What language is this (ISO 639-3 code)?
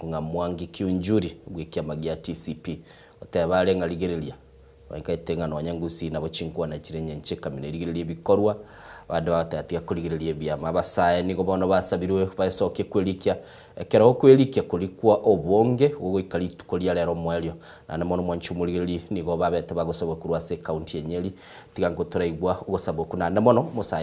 guz